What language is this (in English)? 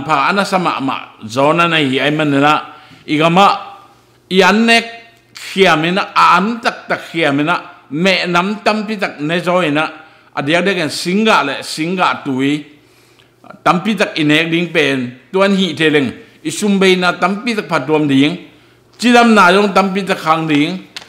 Tedim Chin